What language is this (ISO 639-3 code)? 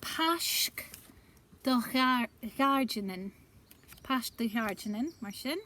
gla